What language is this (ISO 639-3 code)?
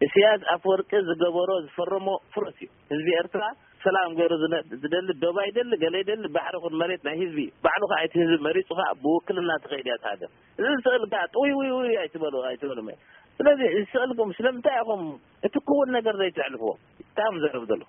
tir